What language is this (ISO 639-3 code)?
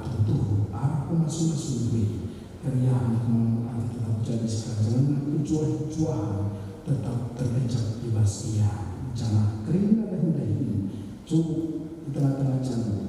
btx